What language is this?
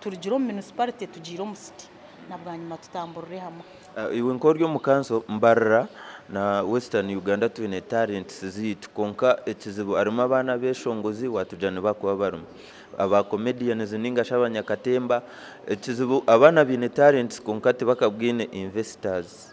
Nyankole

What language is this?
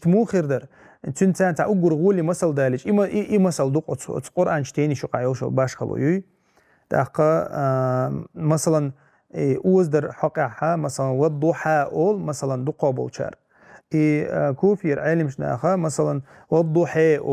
Chechen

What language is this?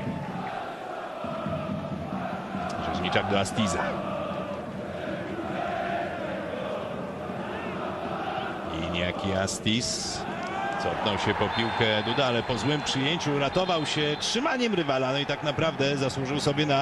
Polish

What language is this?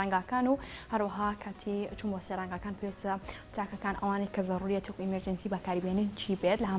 Central Kurdish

